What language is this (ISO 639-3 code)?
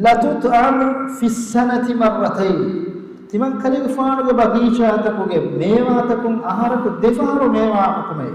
div